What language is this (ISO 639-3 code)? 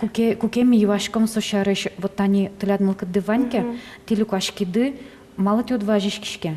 udm